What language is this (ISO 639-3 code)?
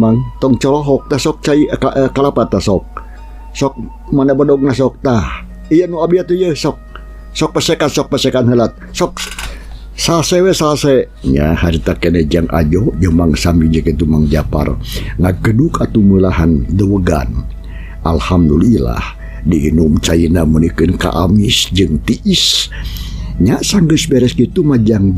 sun